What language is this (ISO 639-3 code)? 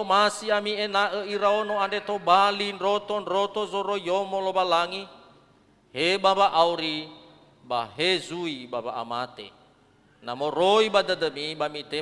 nia